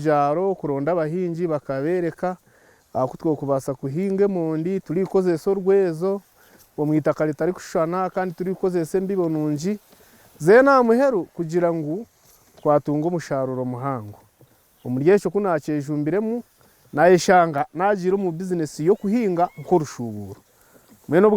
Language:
Nyankole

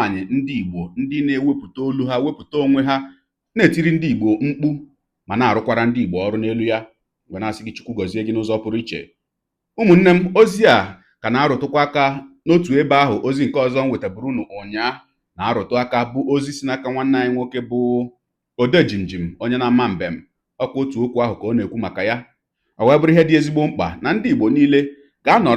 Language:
Igbo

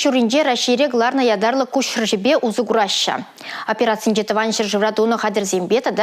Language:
Chuvash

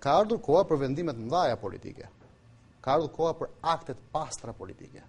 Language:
Albanian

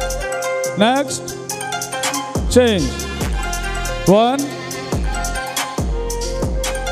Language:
Tamil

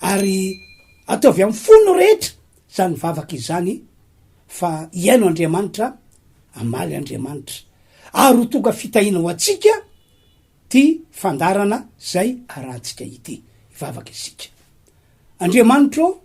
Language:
Malagasy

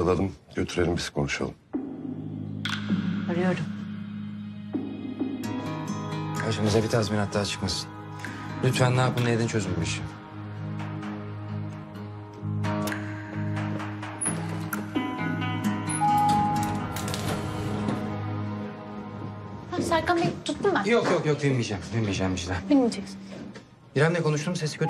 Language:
Turkish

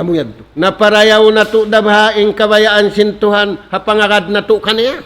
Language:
Tausug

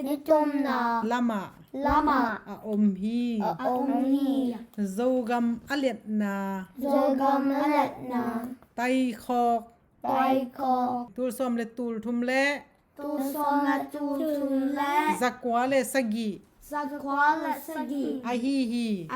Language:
Tedim Chin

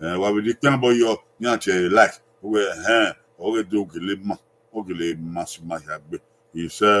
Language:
Bini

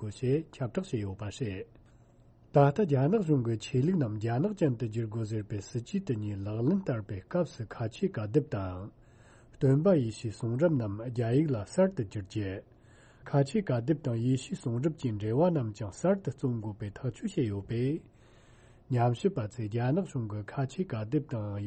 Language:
Tibetan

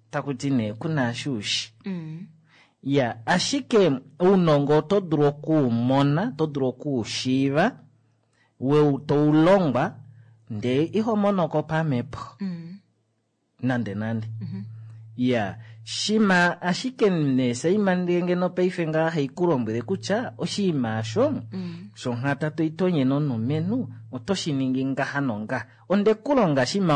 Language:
Kuanyama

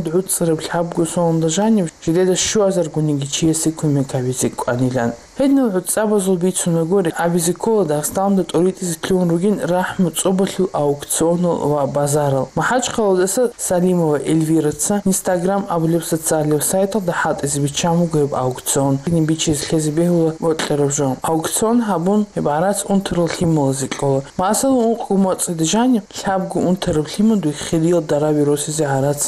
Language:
Avaric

